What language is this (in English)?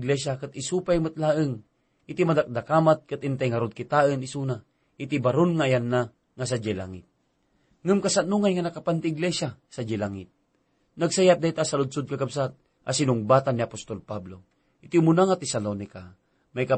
Iloko